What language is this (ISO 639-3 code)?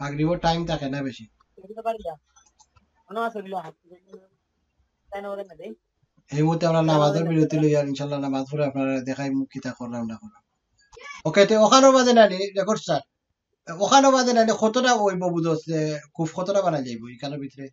syl